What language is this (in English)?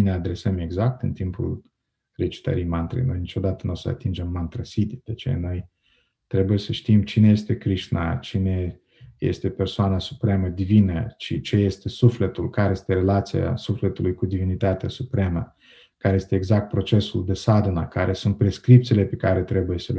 Romanian